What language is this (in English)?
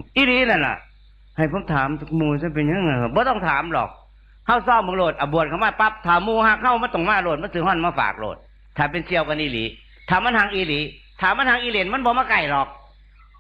Northeastern Thai